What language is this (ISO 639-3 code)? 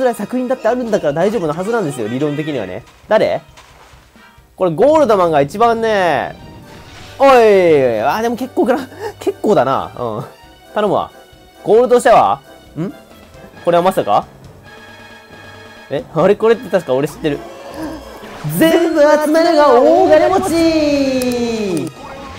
jpn